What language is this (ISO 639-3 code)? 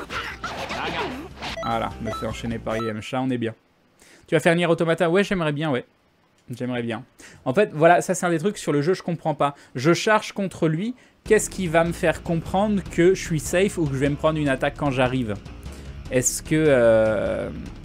fra